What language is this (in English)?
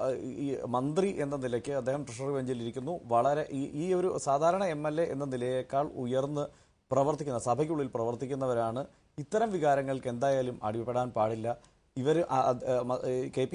Malayalam